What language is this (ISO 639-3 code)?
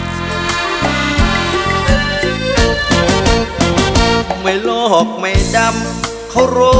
tha